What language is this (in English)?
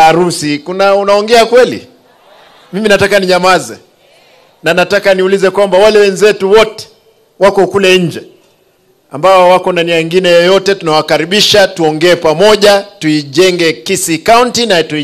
Swahili